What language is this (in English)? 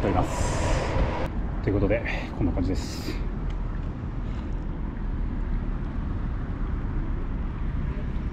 Japanese